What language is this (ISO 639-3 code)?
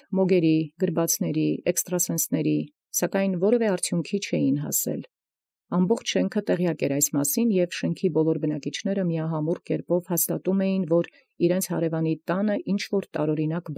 hye